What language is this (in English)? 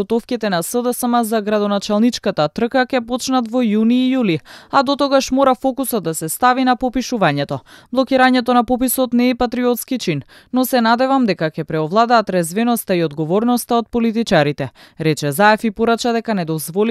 Macedonian